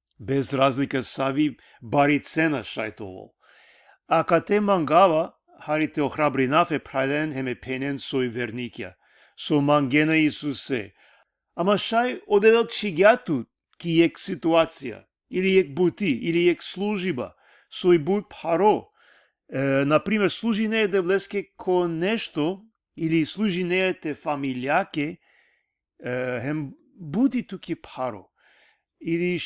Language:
Balkan Romani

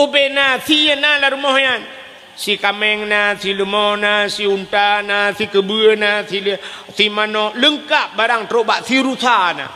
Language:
Achinese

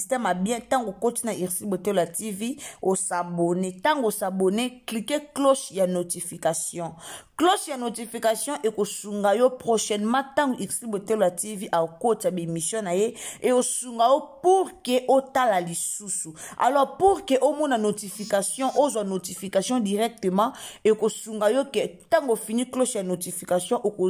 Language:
Lingala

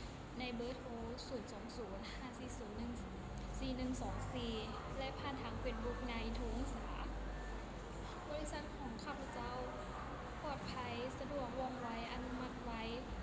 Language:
Lao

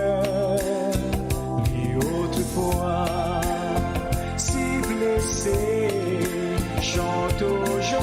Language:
Tahitian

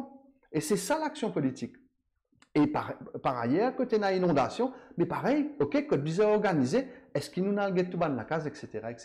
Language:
Morisyen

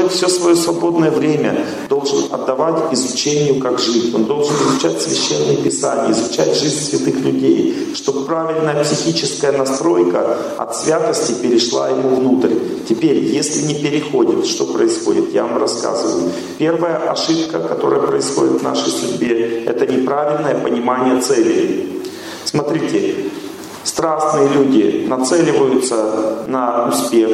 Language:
Russian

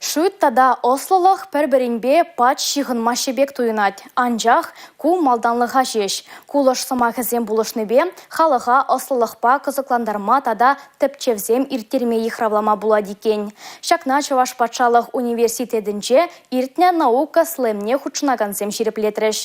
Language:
Chuvash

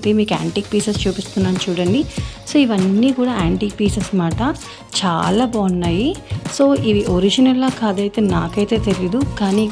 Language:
Telugu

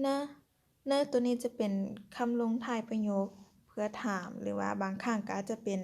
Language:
Lao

